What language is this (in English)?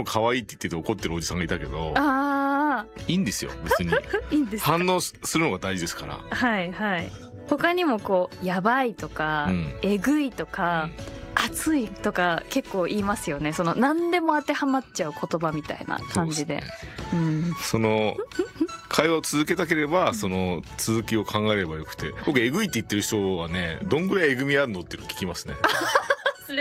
Japanese